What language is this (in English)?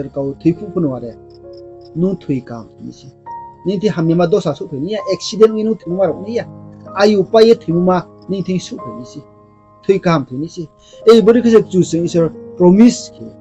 Riang (India)